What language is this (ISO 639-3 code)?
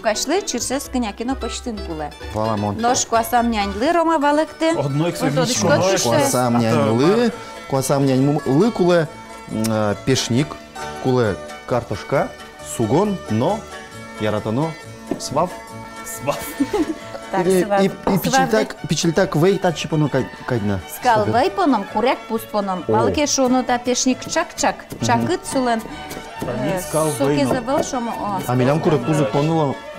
udm